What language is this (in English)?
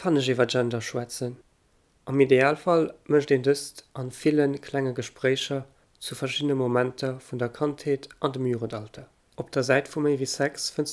Luxembourgish